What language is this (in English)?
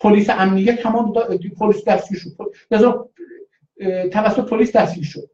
South Azerbaijani